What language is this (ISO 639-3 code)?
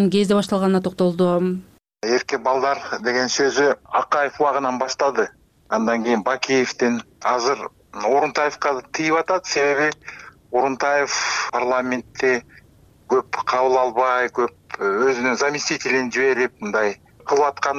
kir